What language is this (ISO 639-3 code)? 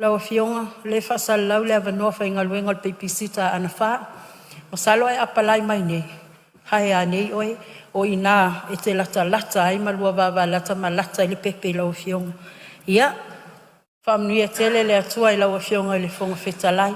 smo